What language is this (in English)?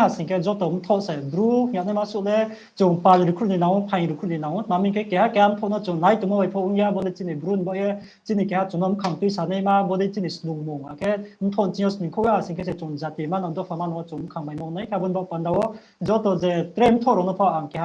Riang (India)